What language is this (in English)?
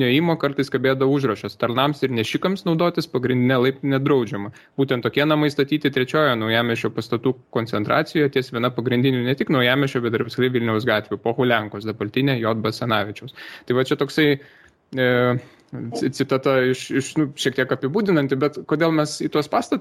Lithuanian